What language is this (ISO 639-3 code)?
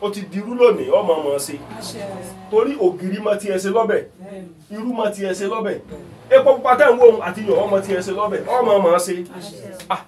yor